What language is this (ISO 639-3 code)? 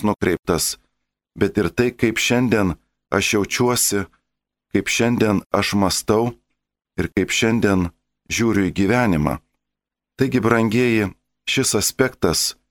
lit